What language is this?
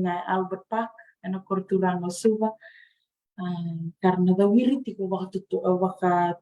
Fijian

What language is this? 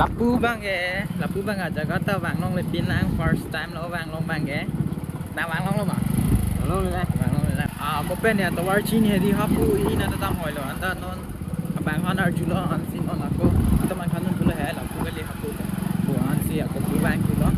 Karbi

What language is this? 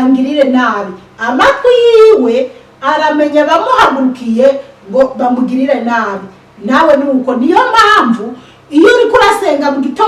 Rundi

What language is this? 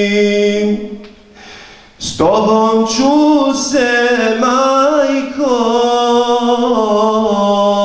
Bosnian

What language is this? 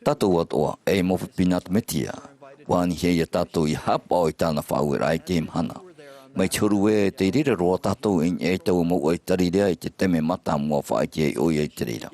Tahitian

